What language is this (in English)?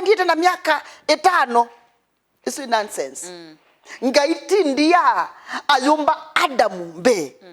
Kamba